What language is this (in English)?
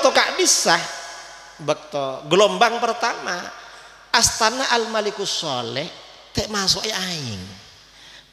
Madurese